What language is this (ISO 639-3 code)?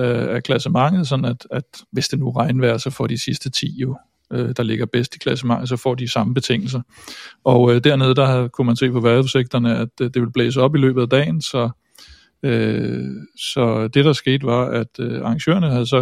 dan